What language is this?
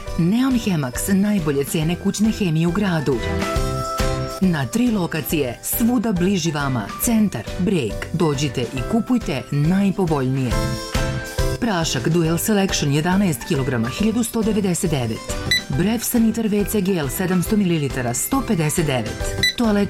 Serbian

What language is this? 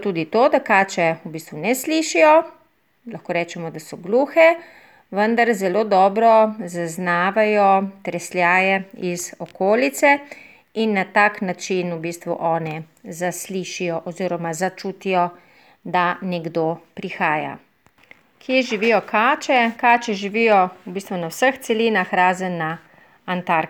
Slovenian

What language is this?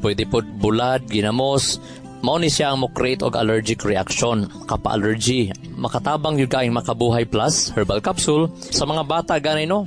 Cebuano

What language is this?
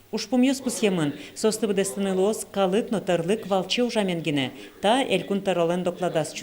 Udmurt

